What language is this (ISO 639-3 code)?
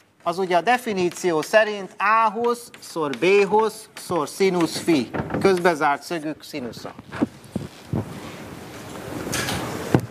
hun